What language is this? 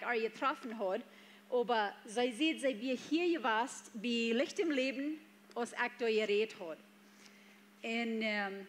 Plautdietsch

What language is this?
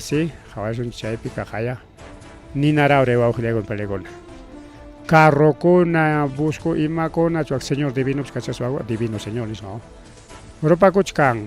Ayacucho Quechua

